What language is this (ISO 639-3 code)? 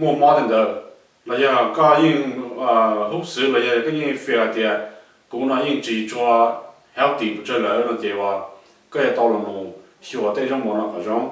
hmn